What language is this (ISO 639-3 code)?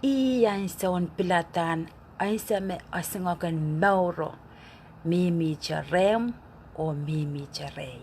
pon